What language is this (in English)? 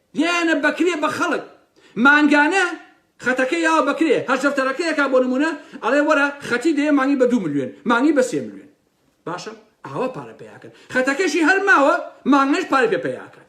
Central Kurdish